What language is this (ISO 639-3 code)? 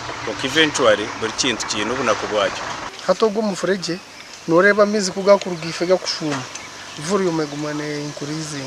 nyn